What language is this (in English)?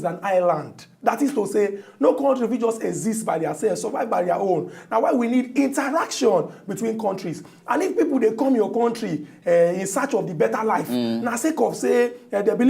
Nigerian Pidgin